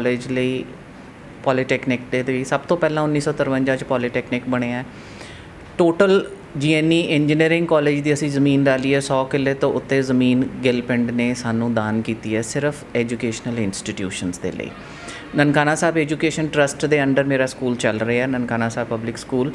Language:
Punjabi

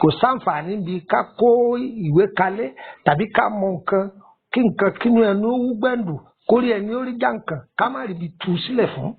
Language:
Yoruba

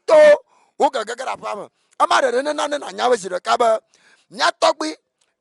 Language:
Ewe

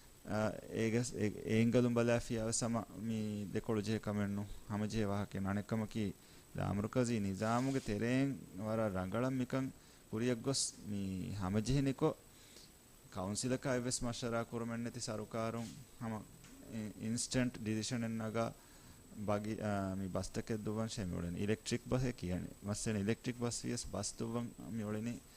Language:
Divehi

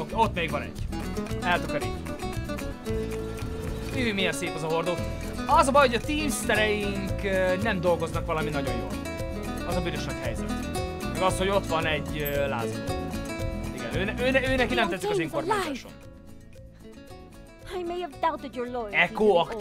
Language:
Hungarian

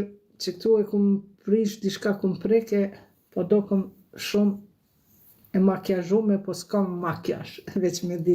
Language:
Albanian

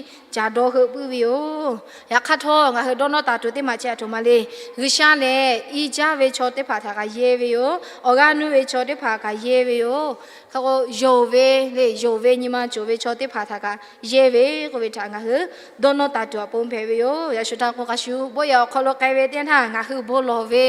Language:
Lahu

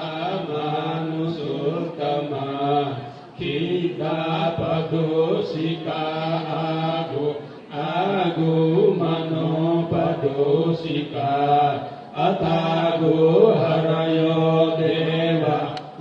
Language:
Pali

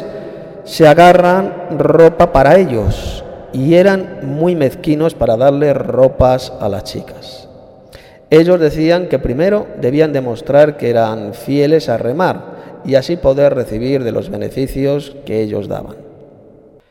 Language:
Spanish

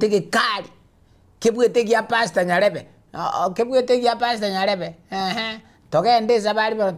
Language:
Gusii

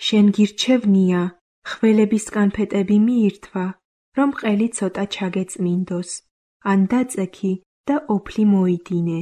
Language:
Georgian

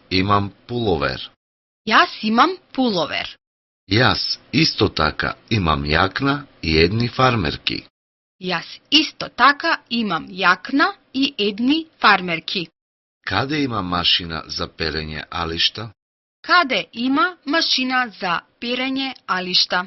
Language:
Macedonian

